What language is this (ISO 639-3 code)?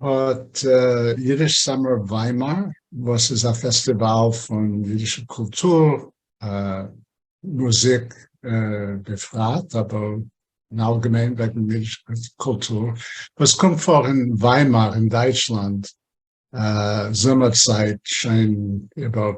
yid